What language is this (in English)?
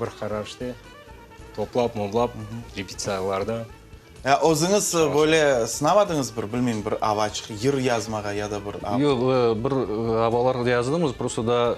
Crimean Tatar